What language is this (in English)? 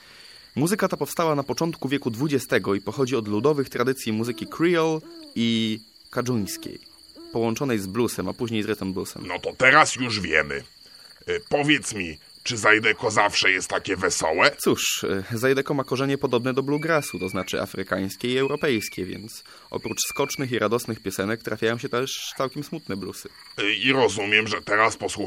Polish